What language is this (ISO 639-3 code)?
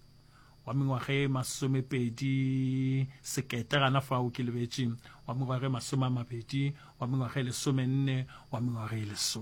nso